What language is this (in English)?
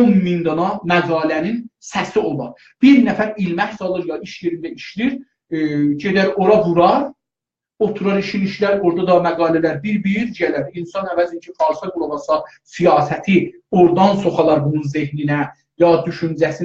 South Azerbaijani